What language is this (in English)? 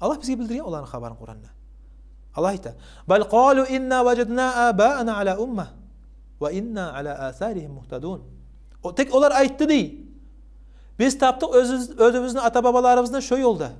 Kumyk